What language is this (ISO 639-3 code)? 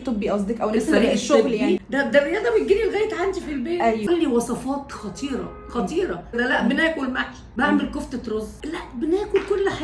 arz